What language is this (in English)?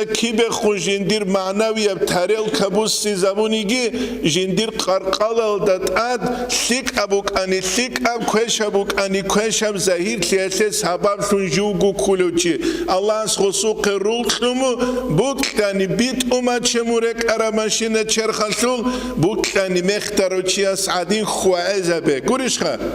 Avaric